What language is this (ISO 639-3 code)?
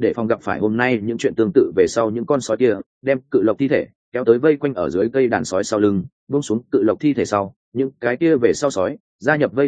vie